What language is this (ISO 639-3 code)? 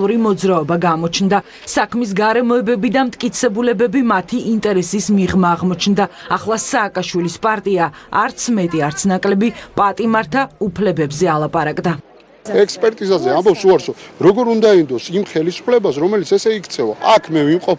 kat